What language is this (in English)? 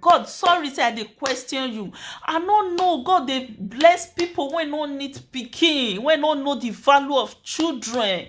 Nigerian Pidgin